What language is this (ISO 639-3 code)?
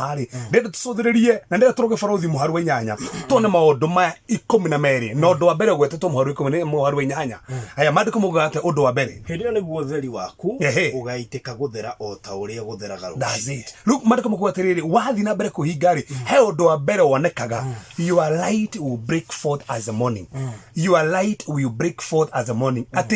kik